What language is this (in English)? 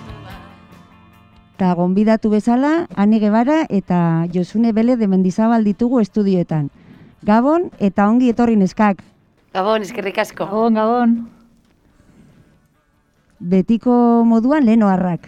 Basque